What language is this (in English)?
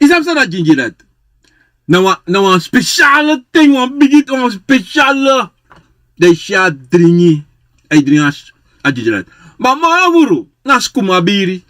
Sranan Tongo